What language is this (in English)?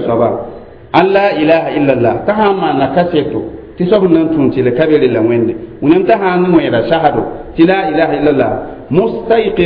Mossi